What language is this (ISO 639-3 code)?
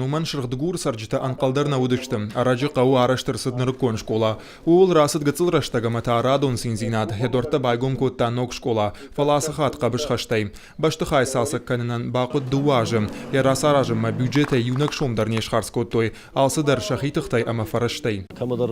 oss